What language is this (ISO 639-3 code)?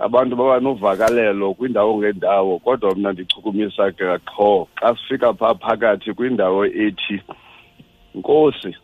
xho